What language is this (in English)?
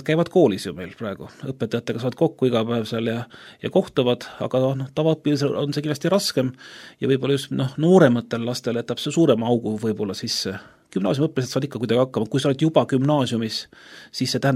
Estonian